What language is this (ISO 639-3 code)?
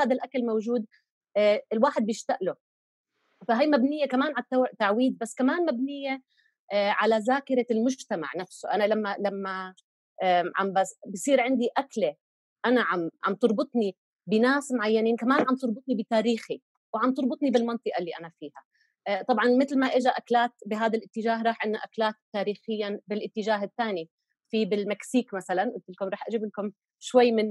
apc